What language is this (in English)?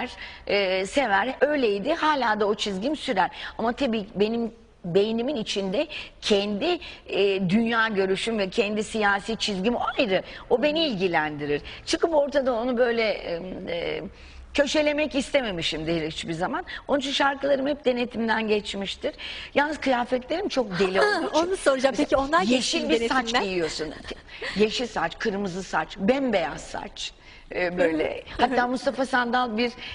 Turkish